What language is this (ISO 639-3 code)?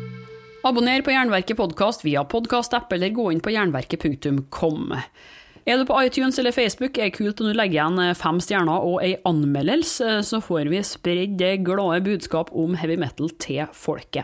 nor